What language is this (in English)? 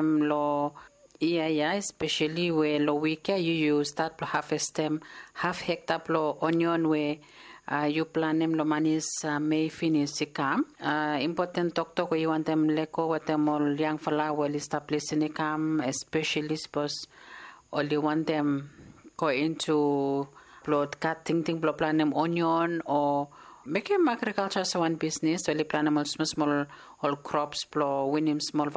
Bislama